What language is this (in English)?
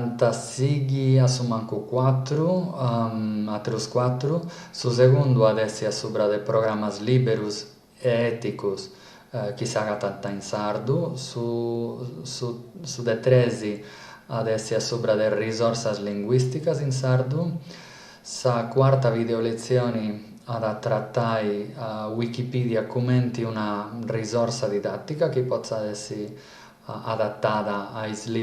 Sardinian